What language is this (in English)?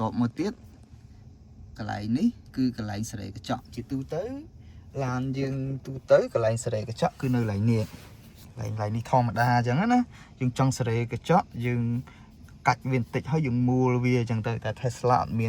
Khmer